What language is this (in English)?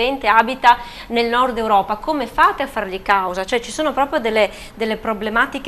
Italian